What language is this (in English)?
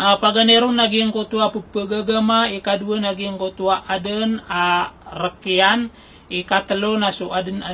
Maranao